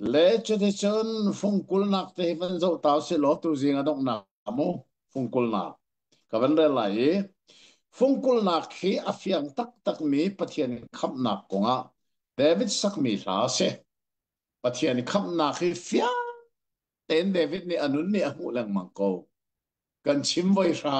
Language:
Hakha Chin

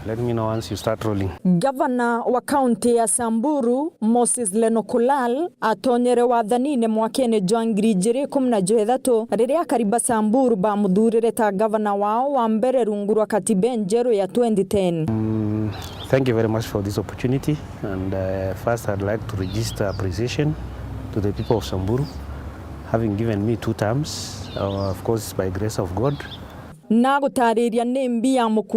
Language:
Meru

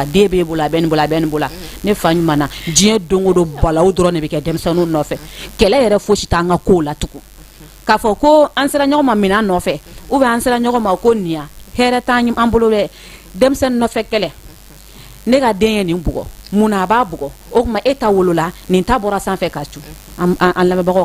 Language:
Bambara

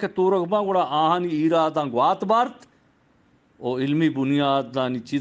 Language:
Eastern Balochi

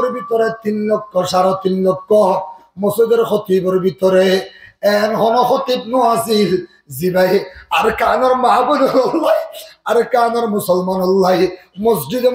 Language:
Rohingya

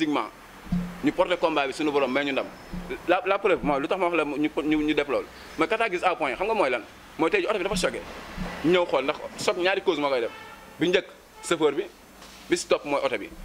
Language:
Wolof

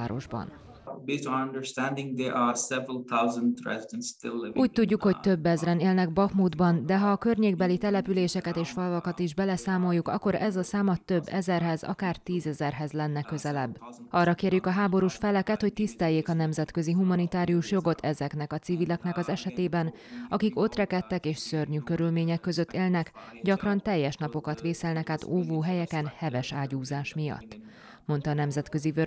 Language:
Hungarian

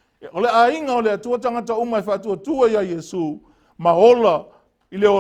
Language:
Samoan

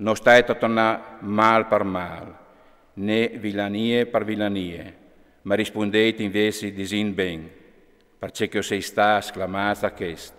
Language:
Friulian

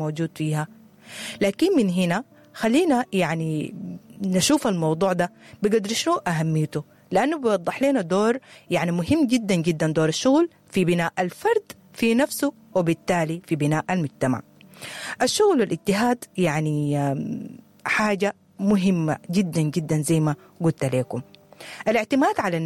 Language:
Sudanese Arabic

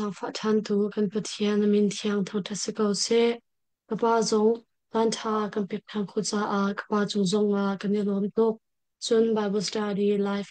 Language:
Hakha Chin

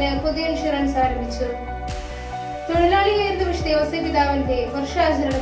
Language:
Malayalam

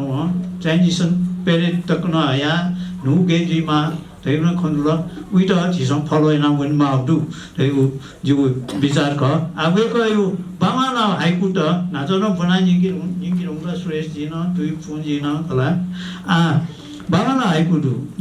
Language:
Newari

